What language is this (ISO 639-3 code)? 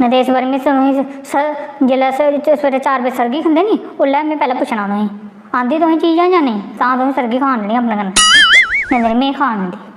doi